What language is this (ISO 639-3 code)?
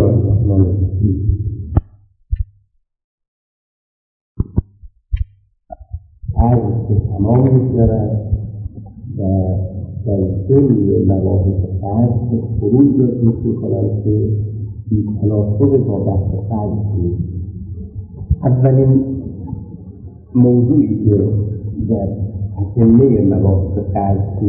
fas